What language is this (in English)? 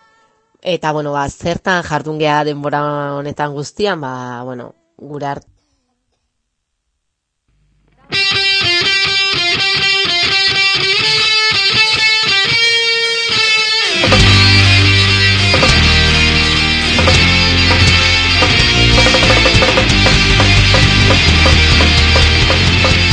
Basque